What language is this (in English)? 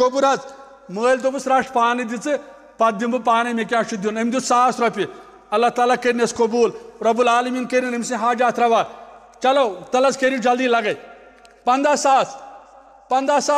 Kashmiri